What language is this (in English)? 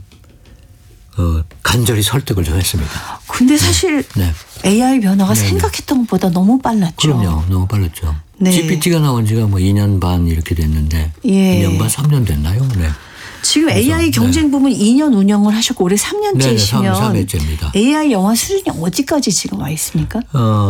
Korean